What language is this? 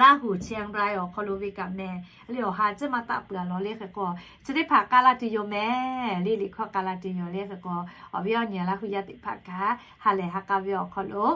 Lahu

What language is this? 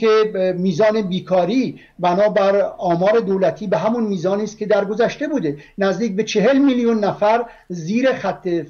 Persian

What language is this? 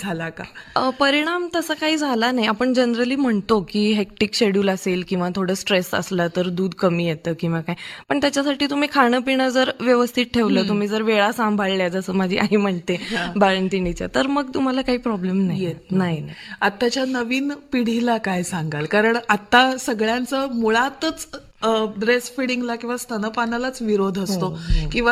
Marathi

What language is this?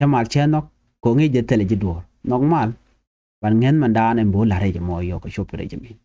Nuer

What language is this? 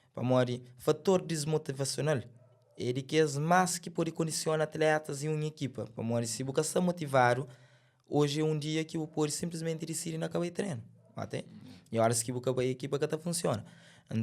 Kabuverdianu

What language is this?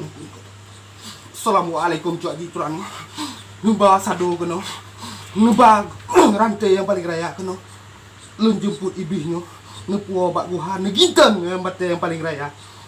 Achinese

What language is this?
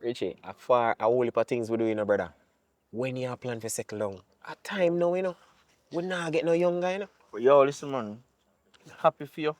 Jamaican Creole English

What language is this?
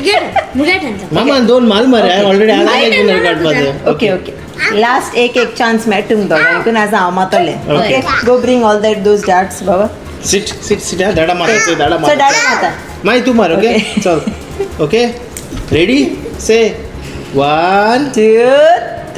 Konkani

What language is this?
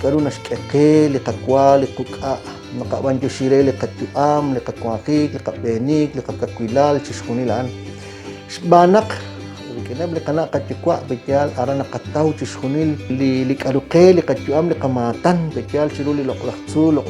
Kekchí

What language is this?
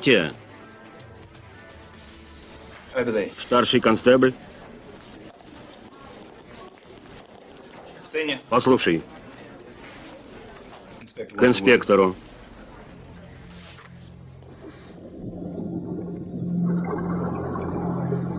Russian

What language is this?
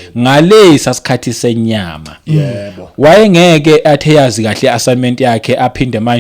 Zulu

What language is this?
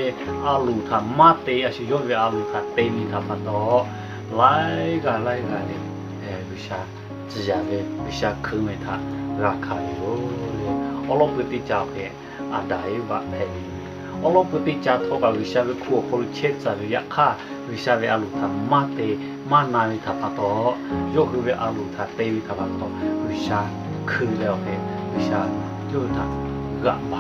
Lahu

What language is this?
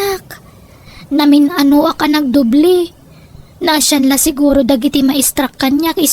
Iloko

